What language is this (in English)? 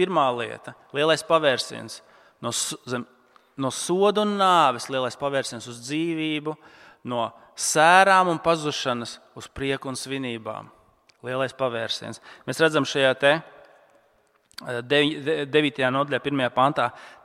Latvian